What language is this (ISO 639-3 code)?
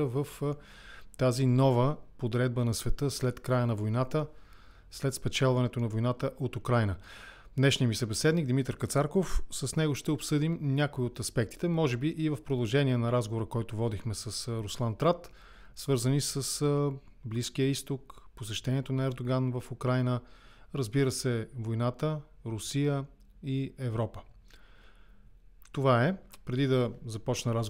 bul